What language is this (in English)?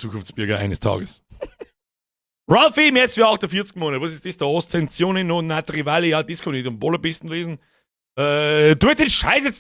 Bavarian